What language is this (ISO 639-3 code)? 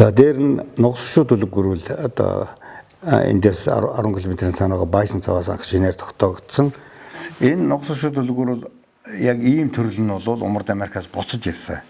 mon